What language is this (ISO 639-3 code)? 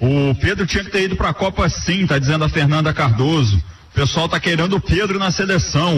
por